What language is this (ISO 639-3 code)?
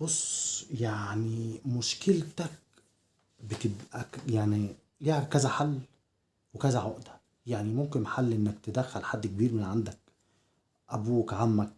arz